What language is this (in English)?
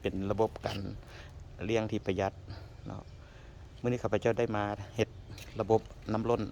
Lao